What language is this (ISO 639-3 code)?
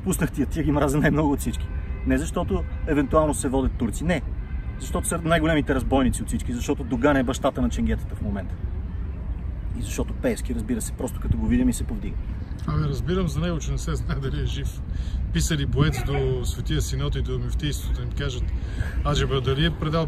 bul